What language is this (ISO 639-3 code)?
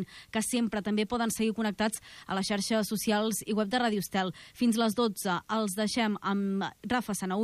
cat